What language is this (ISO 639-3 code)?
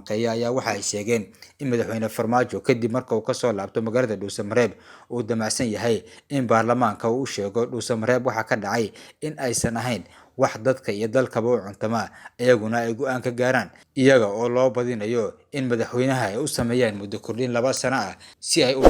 som